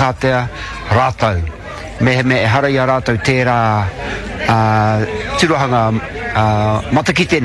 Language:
Māori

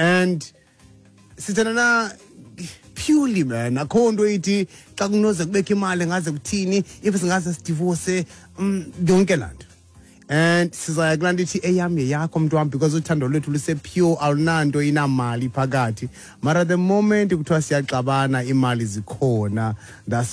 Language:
Xhosa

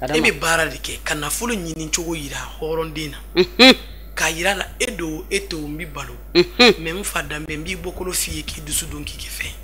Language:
Bambara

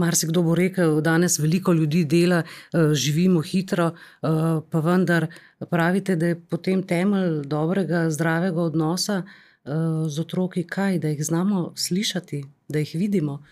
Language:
Slovenian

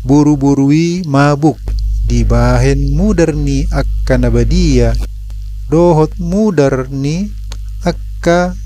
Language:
Batak Toba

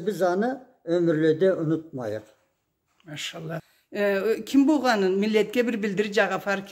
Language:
Karachay-Balkar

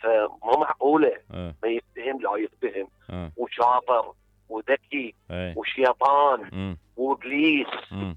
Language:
Mesopotamian Arabic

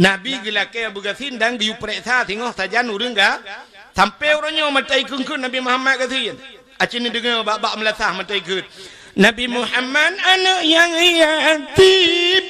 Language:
Achinese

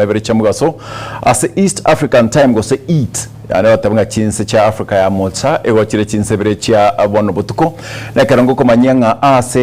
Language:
Gusii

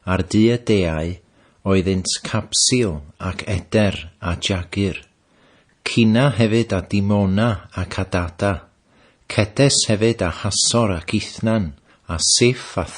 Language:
Welsh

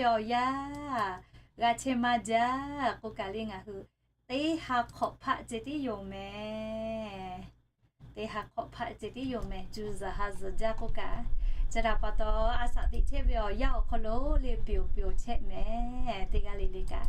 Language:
Lahu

